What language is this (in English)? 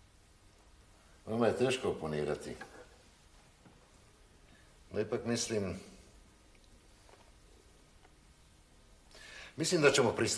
Serbian